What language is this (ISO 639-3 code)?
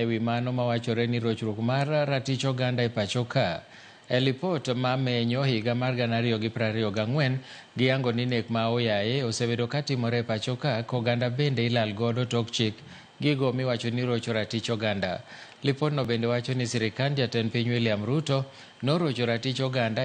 luo